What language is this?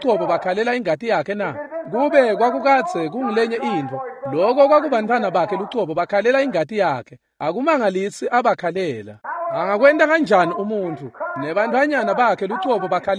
Swati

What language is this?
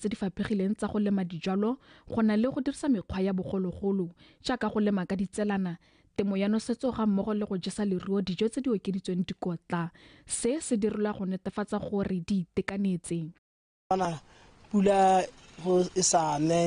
Tswana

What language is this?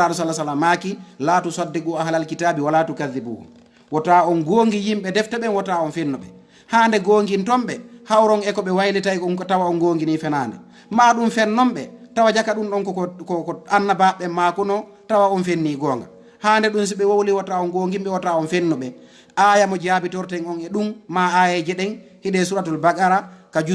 Fula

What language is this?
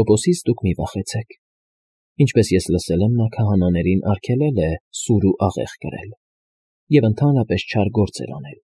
Armenian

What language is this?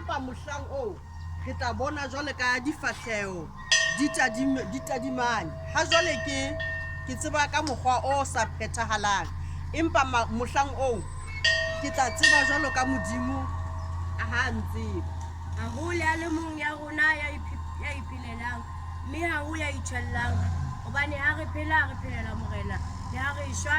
Southern Sotho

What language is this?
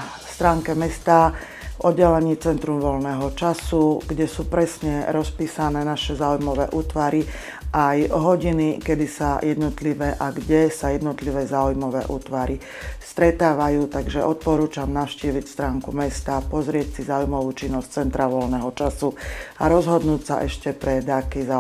Slovak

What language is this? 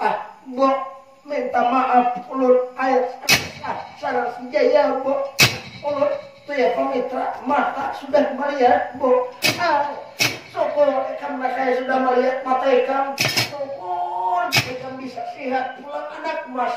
Banjar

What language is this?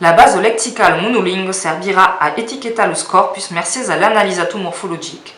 Occitan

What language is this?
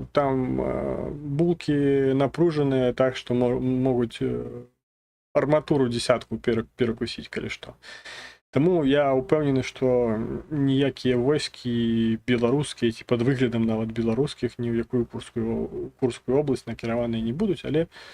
Belarusian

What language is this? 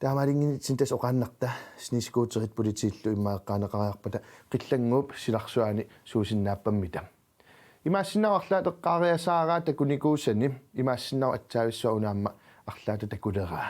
Kalaallisut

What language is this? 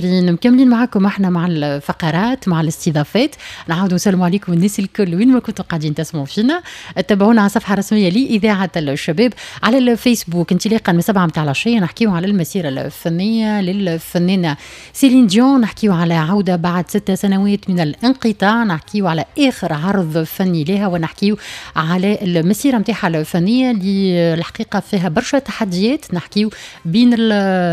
Tunisian Arabic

